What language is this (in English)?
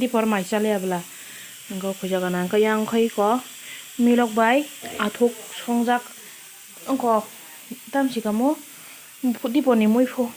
Kok Borok